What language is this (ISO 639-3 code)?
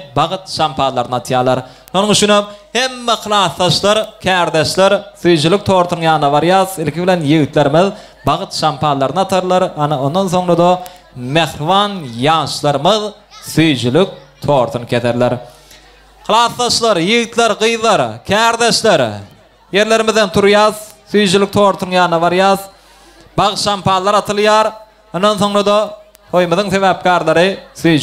tuk